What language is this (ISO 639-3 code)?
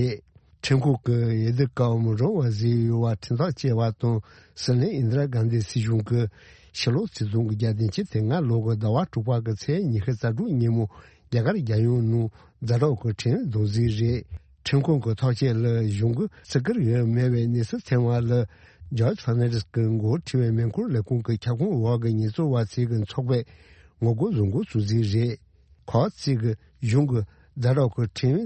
bod